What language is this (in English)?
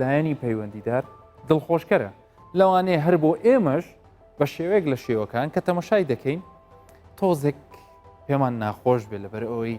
Central Kurdish